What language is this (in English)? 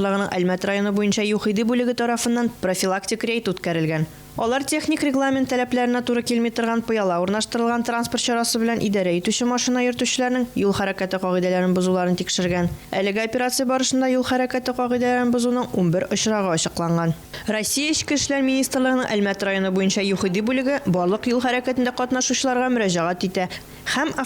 Tatar